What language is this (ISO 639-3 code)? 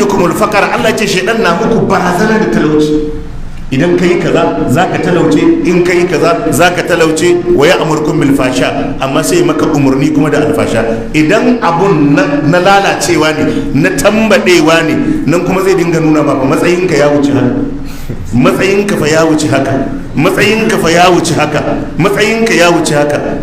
hau